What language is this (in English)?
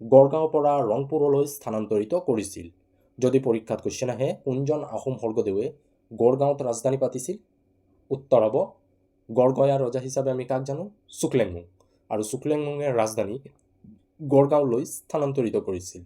Assamese